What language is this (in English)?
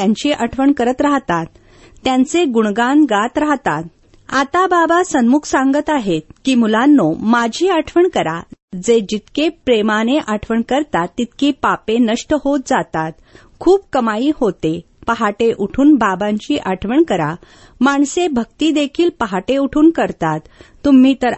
Marathi